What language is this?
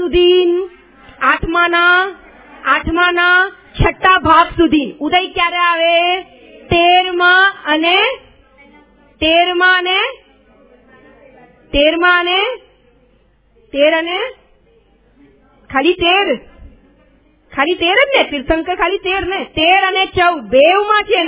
Gujarati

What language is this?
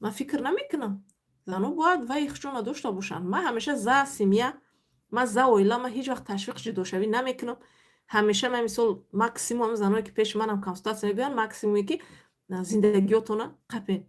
Tajik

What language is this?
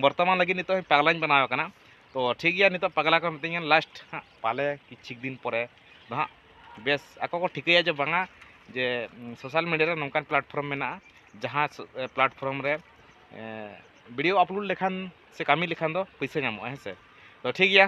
Santali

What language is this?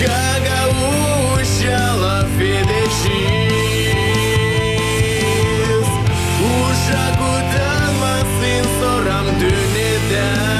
Gagauz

